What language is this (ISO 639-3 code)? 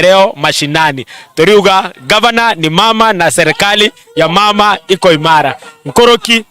mer